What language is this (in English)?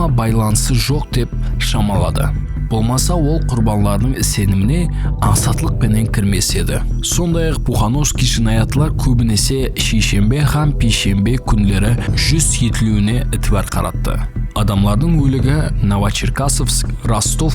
Kara-Kalpak